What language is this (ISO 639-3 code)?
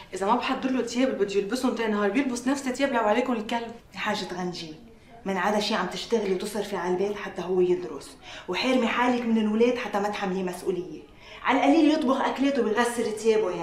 apc